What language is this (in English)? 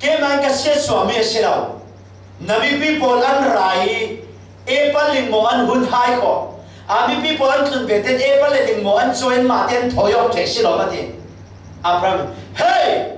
Falam Chin